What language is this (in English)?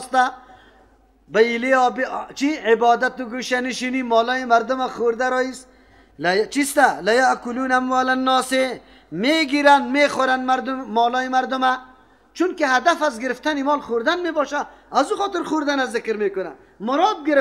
Persian